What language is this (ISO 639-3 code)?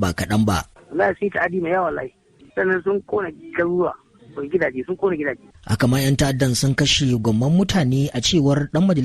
hau